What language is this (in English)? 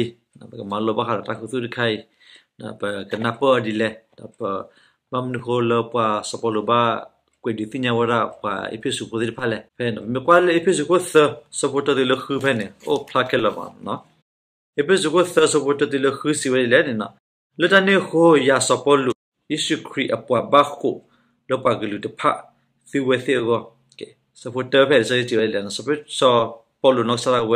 S'gaw Karen